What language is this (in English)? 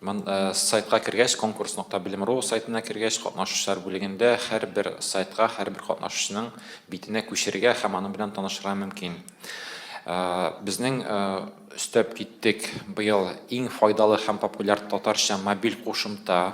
Tatar